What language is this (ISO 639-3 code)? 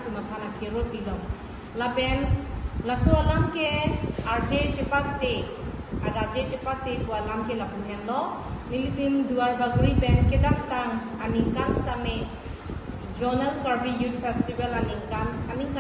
mjw